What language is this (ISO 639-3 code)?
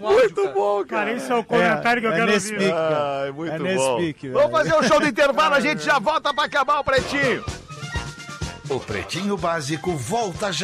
por